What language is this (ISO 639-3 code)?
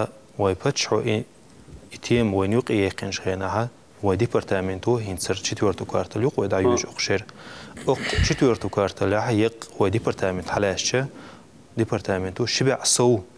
che